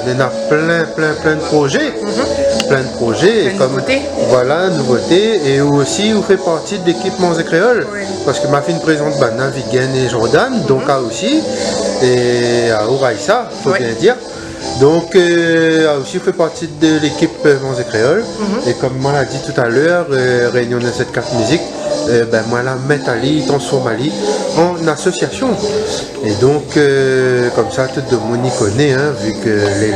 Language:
Réunion Creole French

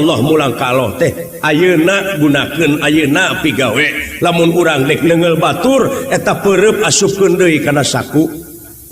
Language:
Sundanese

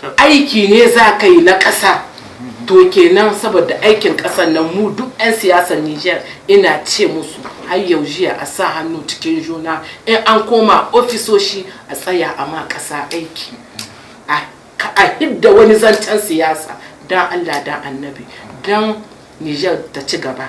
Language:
Hausa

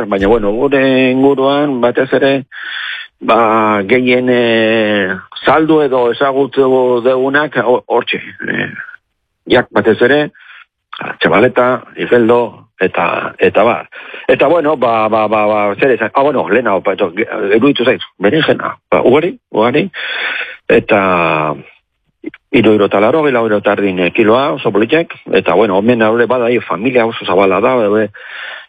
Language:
Basque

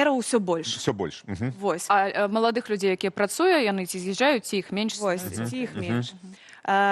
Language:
Belarusian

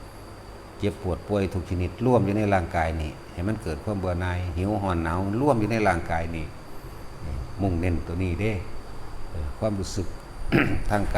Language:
Lao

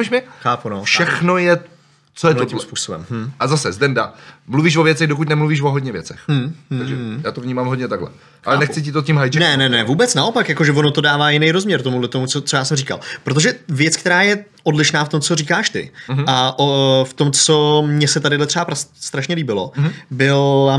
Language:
Czech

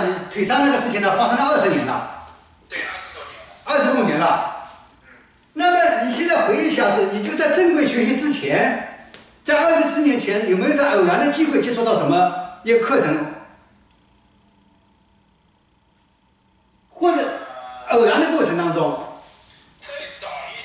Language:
Chinese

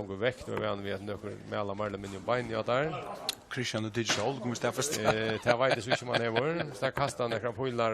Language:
Faroese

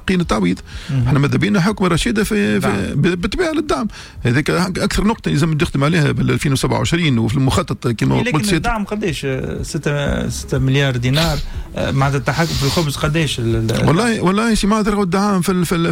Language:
Tunisian Arabic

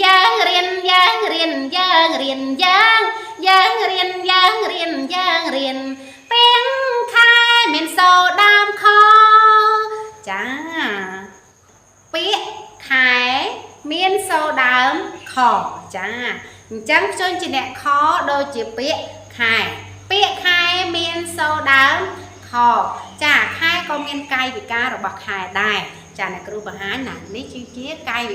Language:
Khmer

